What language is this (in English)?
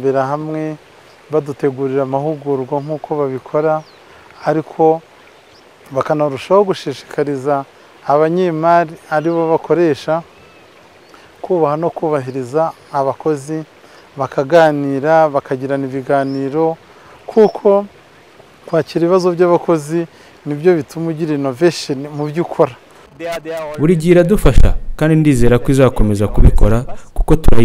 Kinyarwanda